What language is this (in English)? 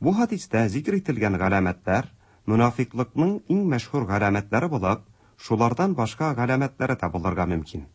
Tatar